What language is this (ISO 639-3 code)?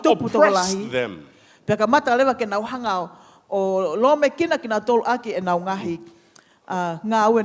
ton